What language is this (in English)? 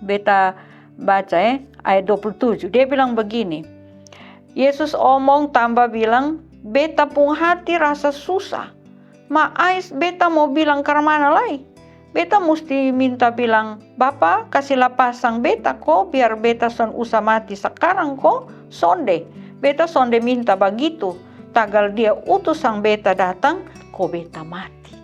Kupang Malay